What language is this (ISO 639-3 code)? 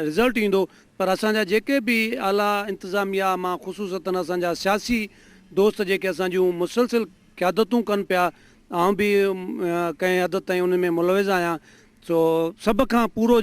snd